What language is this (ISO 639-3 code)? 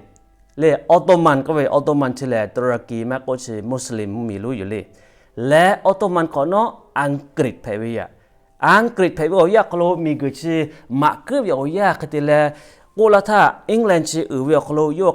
lhu